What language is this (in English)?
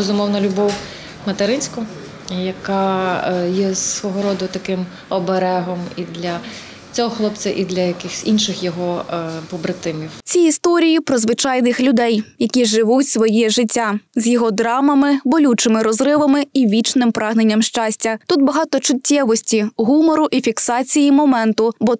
Ukrainian